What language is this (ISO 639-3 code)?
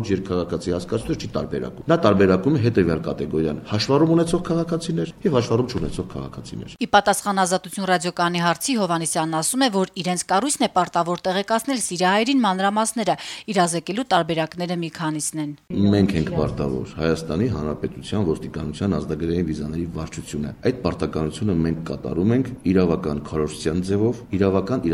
hye